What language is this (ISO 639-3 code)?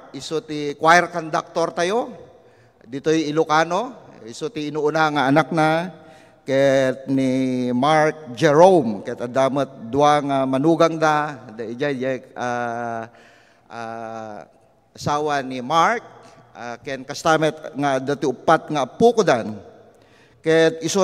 ilo